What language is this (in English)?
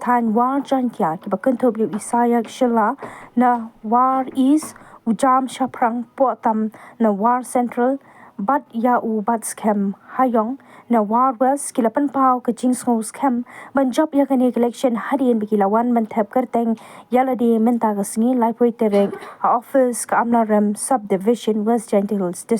Khasi